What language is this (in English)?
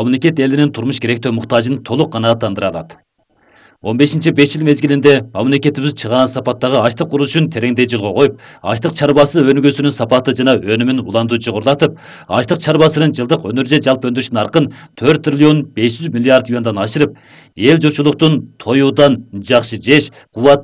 Kyrgyz